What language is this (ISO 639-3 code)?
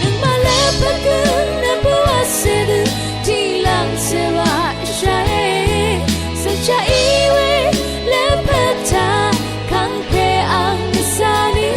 raw